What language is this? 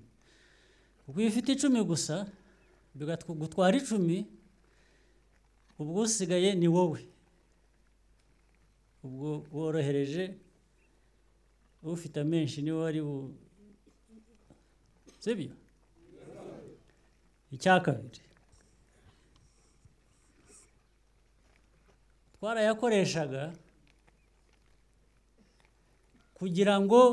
Kinyarwanda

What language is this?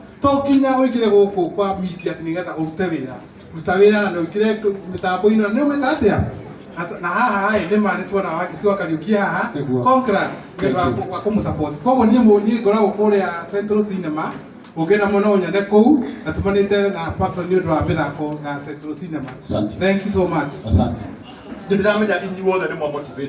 Kikuyu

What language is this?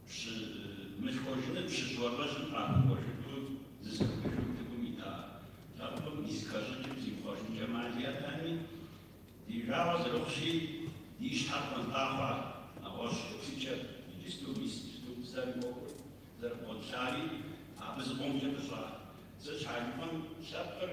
Kabardian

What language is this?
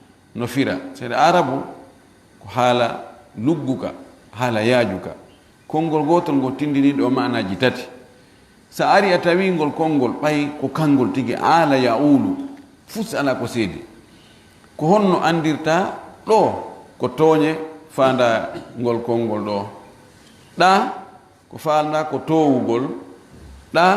Fula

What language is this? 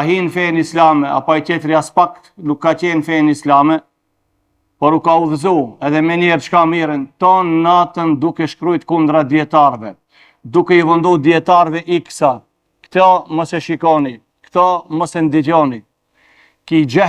Albanian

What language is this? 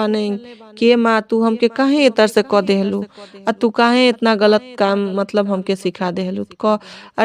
Bhojpuri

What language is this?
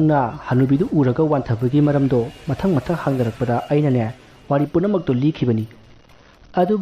Manipuri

